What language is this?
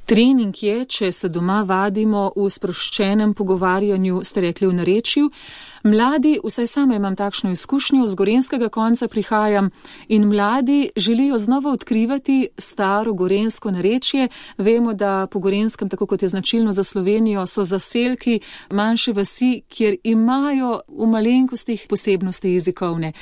Slovenian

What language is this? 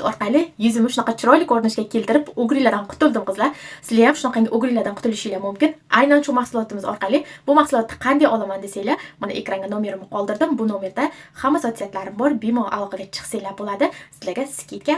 Uzbek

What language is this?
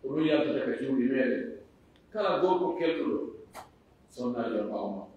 Fula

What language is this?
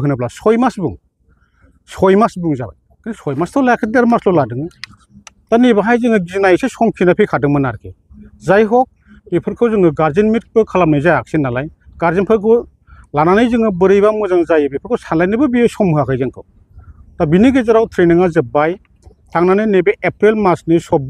Bodo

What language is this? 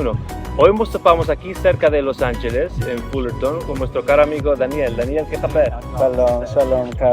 Ladino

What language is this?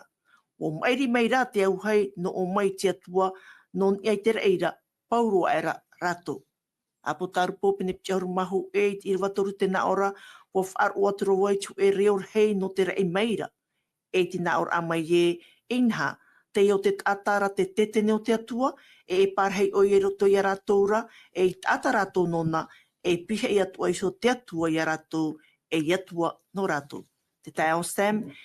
Tahitian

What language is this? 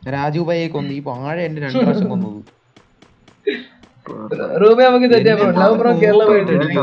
Malayalam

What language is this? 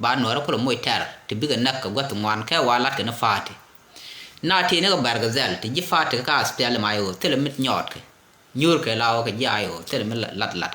Nuer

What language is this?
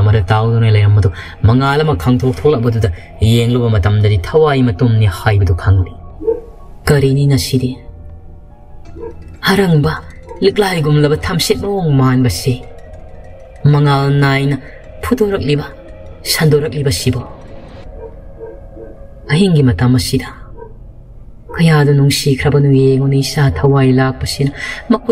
Manipuri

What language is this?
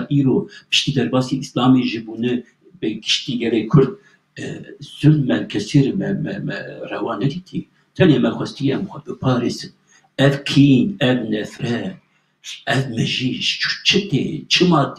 Kurdish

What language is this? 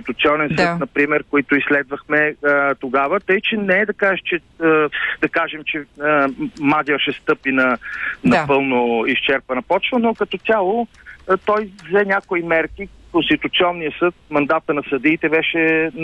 Bulgarian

